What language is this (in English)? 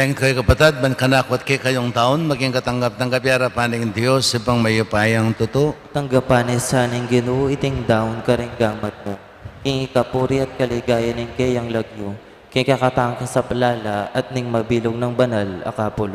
Pampanga